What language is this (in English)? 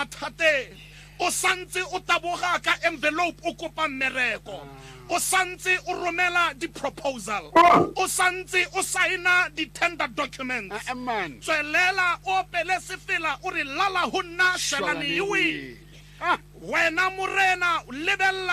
Tswana